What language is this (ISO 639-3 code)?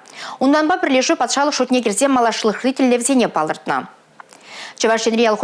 chv